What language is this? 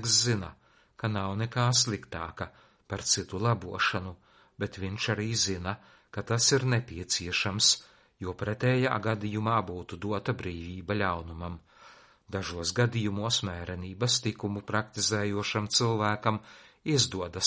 Latvian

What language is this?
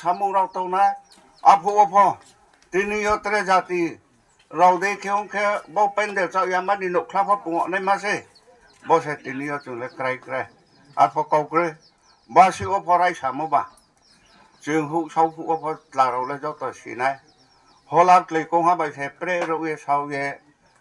Riang (India)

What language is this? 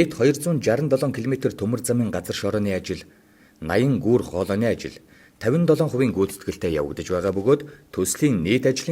Mongolian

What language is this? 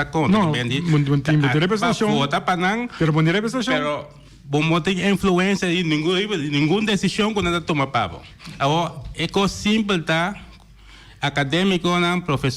Papiamento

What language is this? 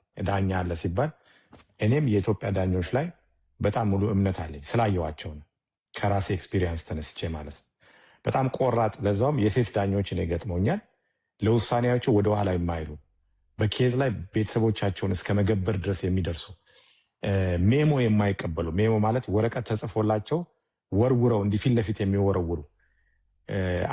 Amharic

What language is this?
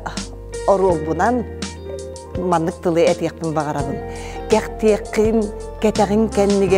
Yakut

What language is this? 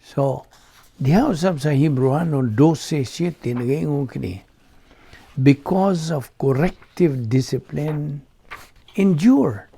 Cebuano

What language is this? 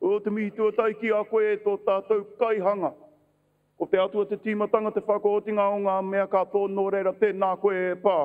Māori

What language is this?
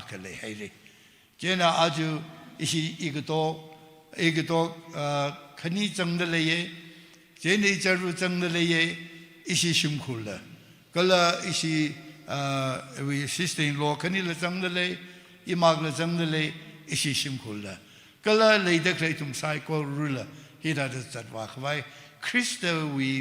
Tangkhul Naga (India)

